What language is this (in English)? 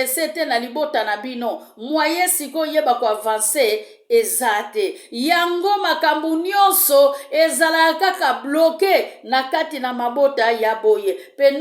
Lingala